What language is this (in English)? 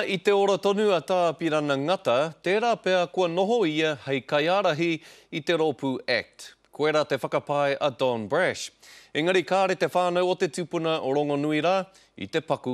Māori